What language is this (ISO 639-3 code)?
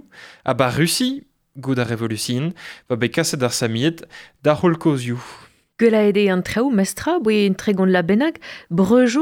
bre